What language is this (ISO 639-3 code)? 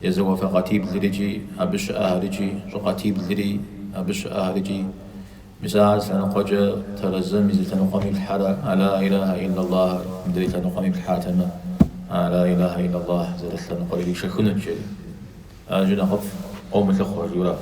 kbd